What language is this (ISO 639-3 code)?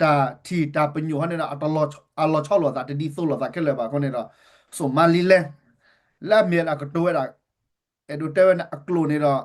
ksw